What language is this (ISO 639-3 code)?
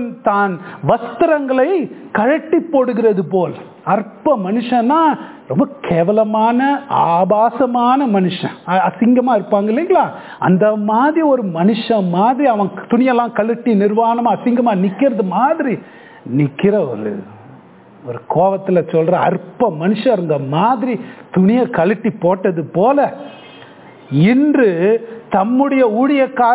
tam